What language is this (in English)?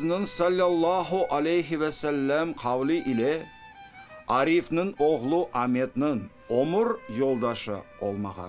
Crimean Tatar